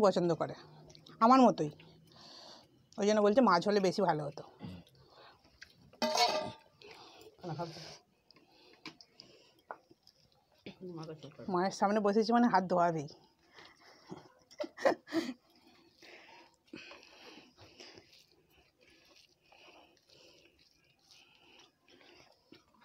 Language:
Bangla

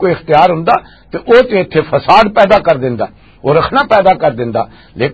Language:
Western Panjabi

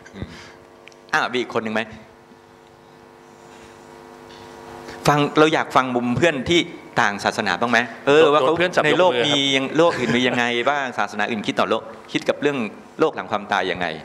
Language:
Thai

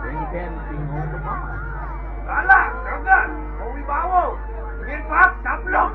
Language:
Balinese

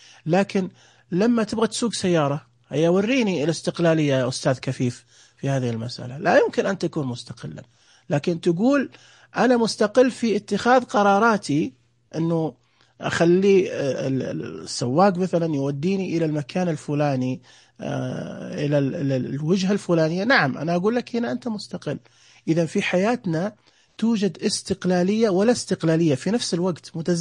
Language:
Najdi Arabic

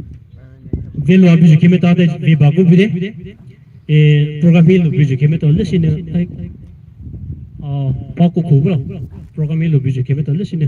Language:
Poumei Naga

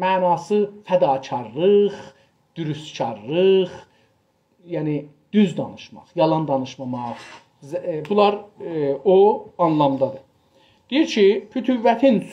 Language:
South Azerbaijani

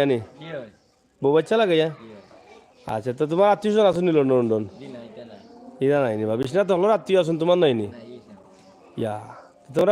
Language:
Sylheti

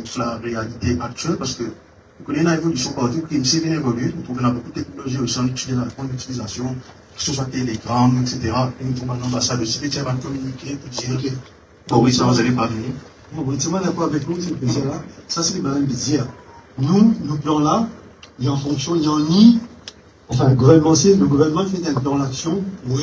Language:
Morisyen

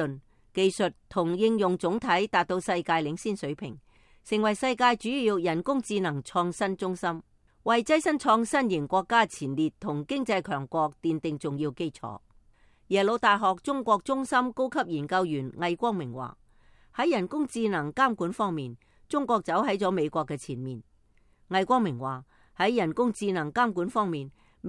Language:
Cantonese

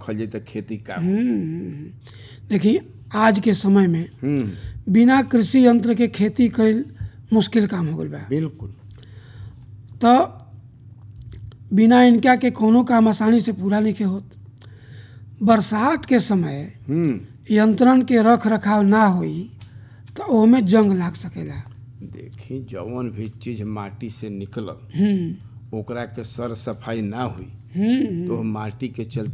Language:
Bhojpuri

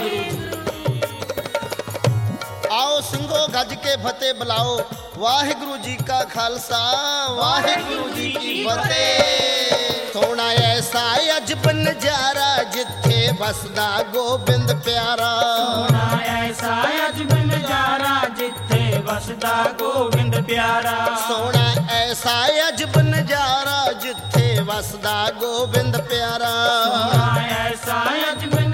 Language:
Punjabi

